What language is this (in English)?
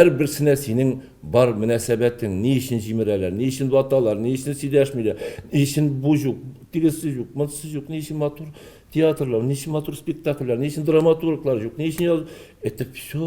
Tatar